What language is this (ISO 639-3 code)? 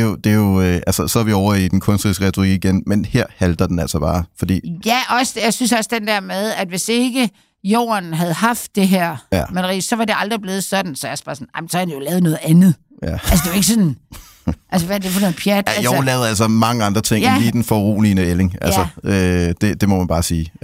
dan